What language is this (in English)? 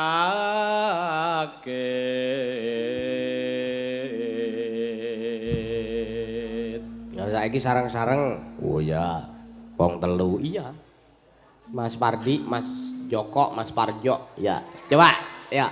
Javanese